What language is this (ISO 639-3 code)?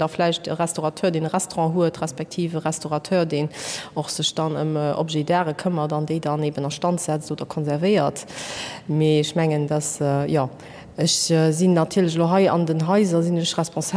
ltz